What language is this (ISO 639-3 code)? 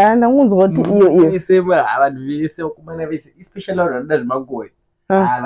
sna